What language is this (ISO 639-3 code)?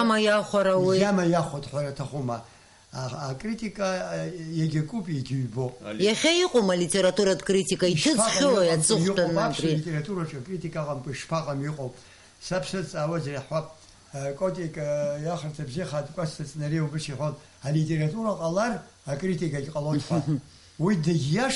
abk